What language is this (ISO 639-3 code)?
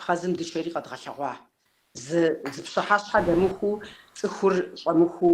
kbd